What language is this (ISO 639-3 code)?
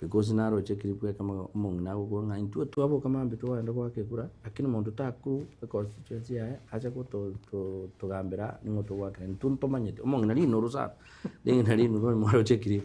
guz